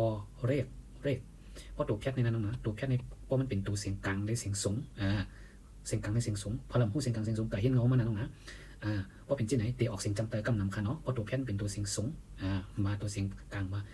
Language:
Shan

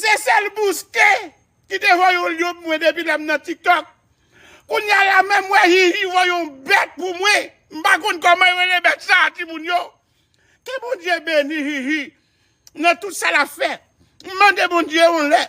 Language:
Haitian Creole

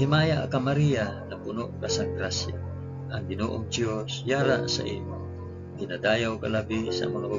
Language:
Hiligaynon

